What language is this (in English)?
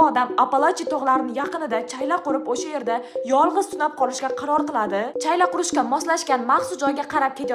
Uzbek